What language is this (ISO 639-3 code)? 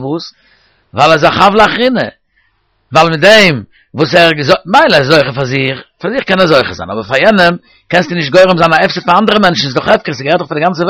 yid